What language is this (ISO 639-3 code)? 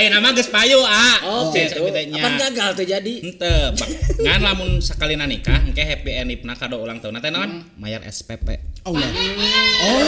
sun